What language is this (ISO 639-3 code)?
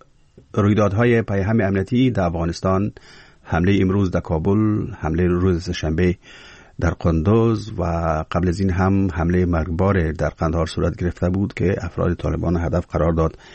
fas